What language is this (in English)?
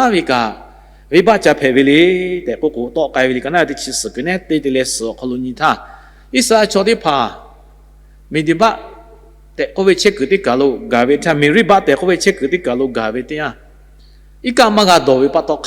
Lahu